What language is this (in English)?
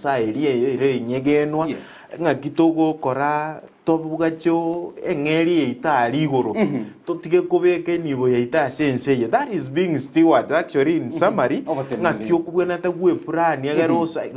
Gusii